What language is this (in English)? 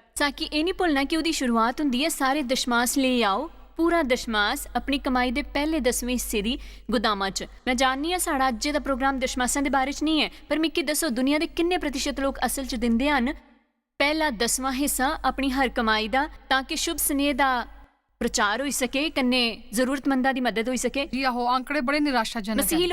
Dogri